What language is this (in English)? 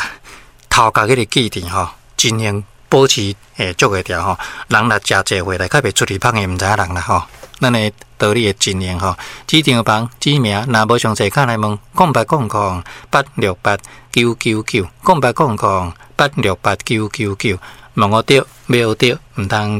Min Nan Chinese